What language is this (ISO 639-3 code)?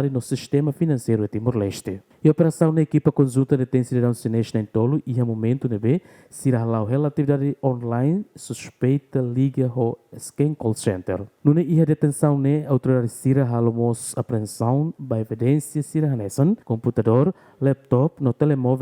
tet